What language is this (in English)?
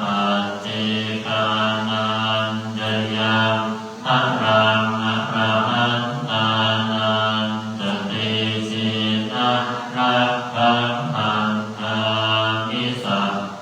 Pali